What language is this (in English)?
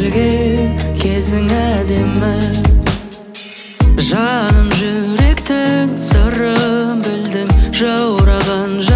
Kazakh